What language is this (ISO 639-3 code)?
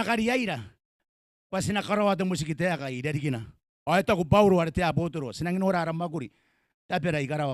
gil